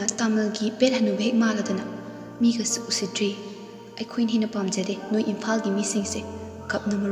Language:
Manipuri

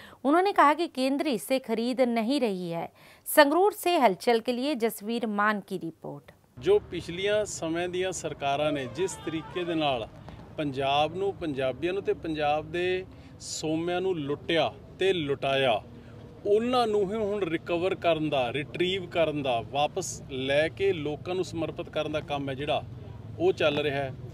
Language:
Punjabi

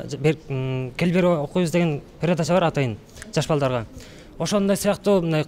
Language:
Kyrgyz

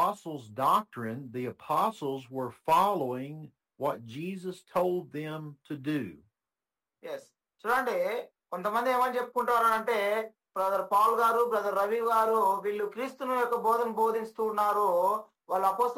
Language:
Telugu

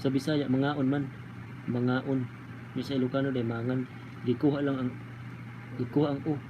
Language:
Cebuano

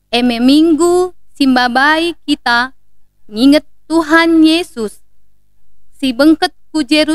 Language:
Batak Karo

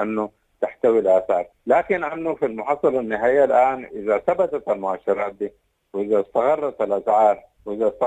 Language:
Sudanese Arabic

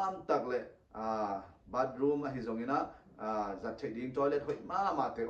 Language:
Tedim Chin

